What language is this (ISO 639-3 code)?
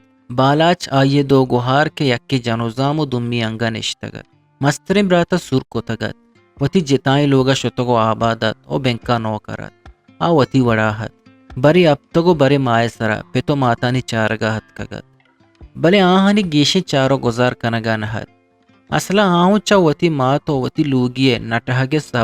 bgp